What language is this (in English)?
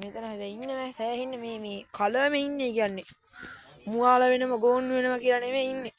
Sinhala